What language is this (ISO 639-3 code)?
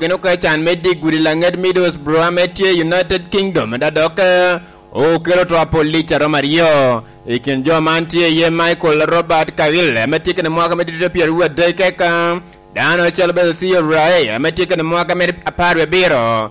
laj